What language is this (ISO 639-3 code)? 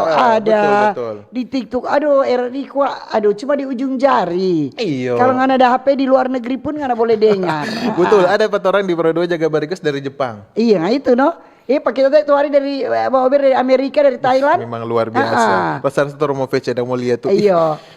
xmm